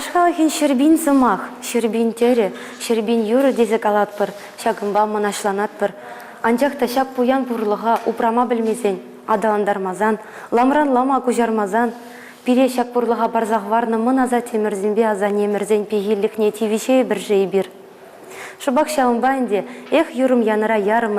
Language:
Chuvash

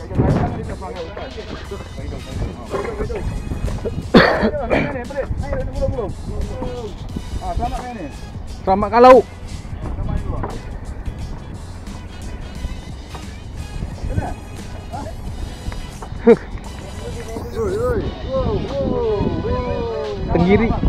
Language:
Malay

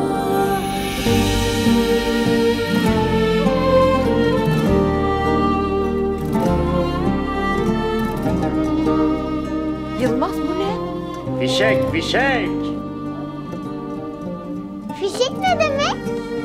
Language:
Turkish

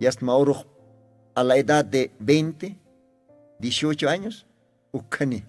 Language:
Aymara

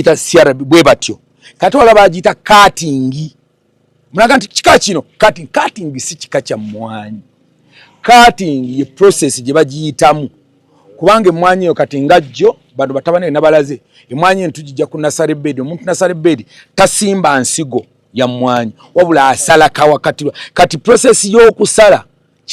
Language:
Ganda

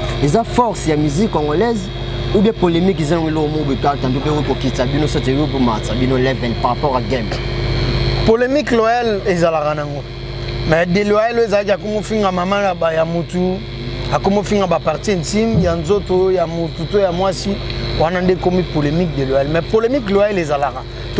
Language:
Lingala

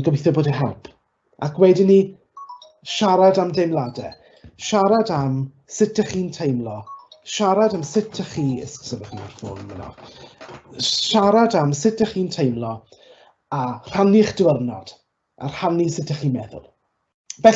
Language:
Welsh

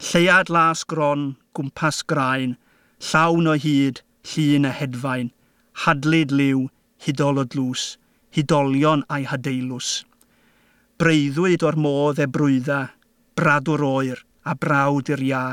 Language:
Welsh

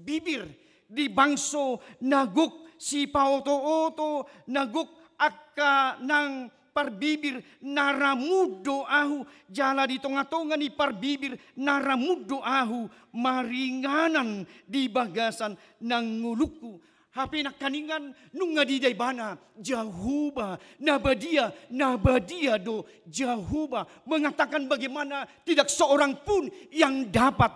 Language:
Batak Toba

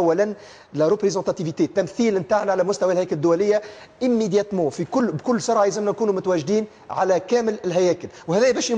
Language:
Tunisian Arabic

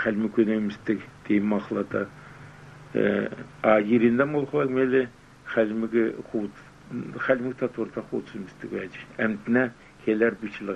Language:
Kalmyk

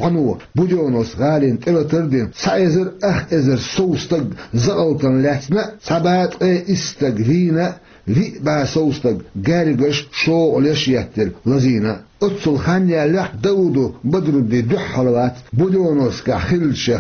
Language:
Chechen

